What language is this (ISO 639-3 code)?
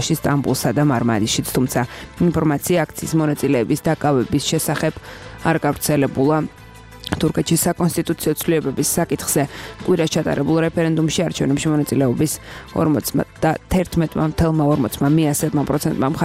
kat